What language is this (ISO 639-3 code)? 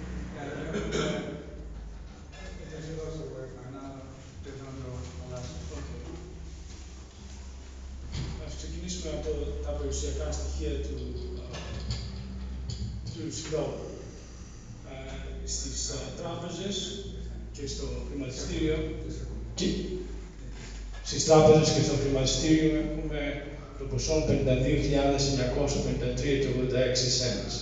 ell